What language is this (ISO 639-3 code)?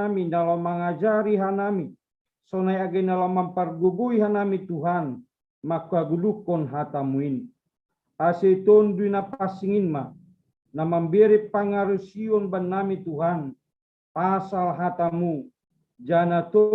bts